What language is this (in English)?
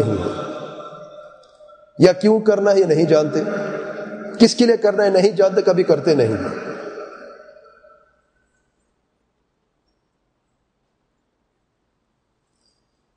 Urdu